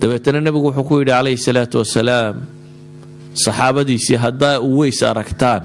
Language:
Somali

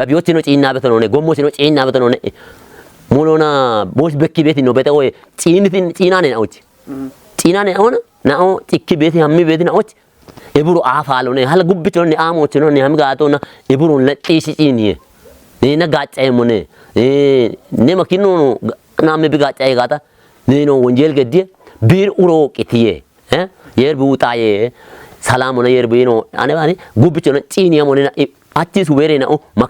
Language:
Kafa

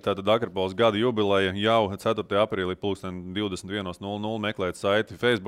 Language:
Latvian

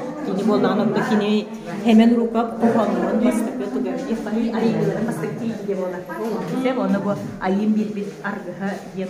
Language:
Yakut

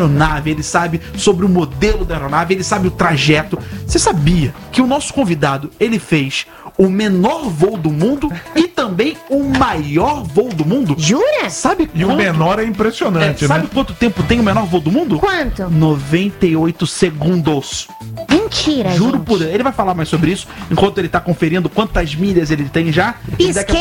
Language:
Portuguese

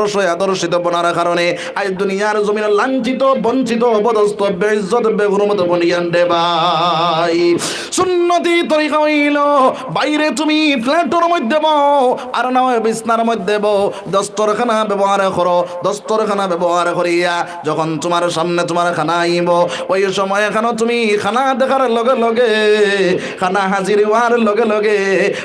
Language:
Sylheti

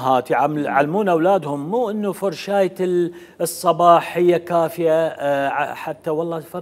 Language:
Mesopotamian Arabic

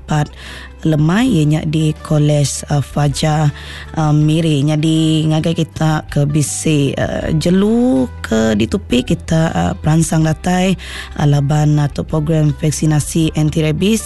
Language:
Iban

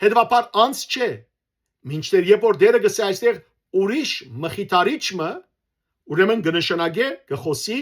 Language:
Western Armenian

